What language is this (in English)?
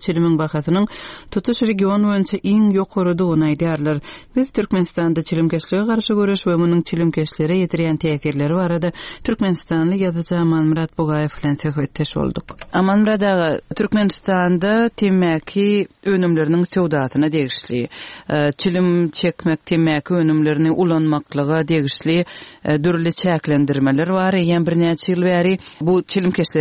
Turkmen